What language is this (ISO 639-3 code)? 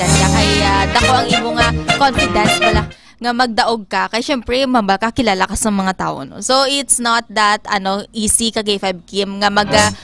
hil